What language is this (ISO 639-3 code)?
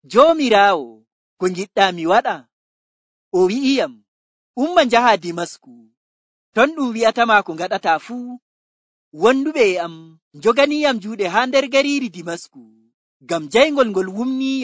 fuv